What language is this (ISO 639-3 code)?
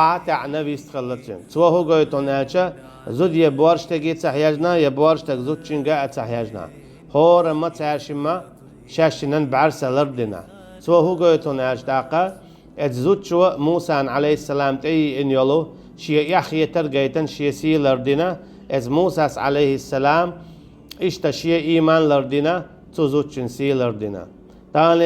che